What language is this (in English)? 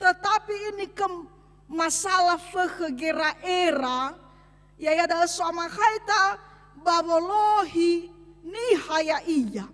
Nias